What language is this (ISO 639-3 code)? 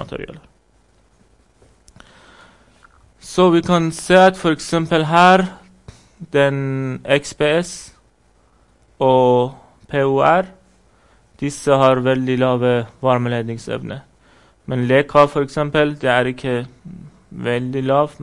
nor